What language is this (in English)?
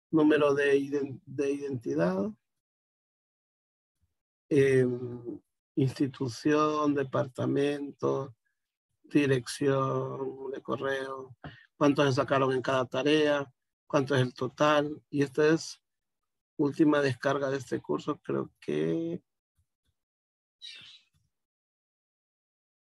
Spanish